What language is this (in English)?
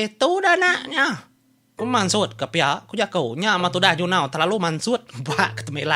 Iban